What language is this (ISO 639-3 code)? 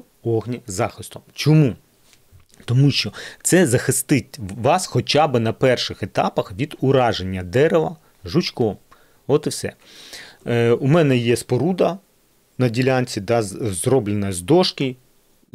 ukr